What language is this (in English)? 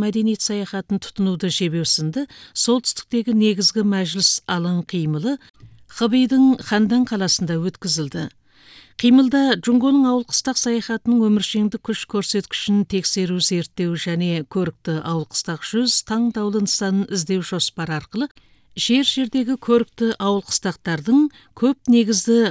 Kazakh